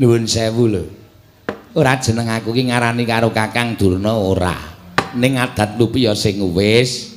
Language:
Javanese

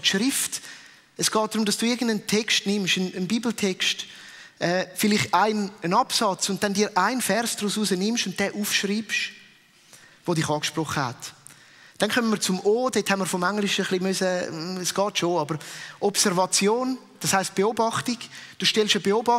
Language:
Swiss German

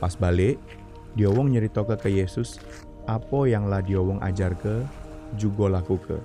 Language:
Musi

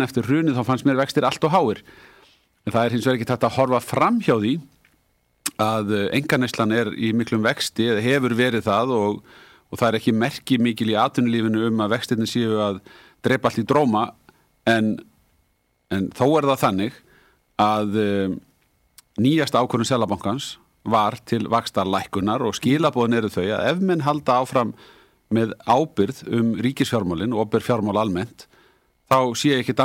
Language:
Icelandic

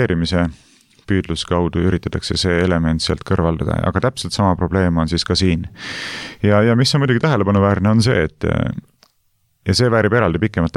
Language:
Estonian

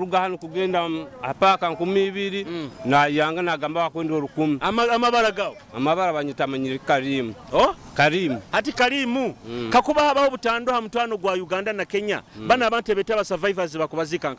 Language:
Nyoro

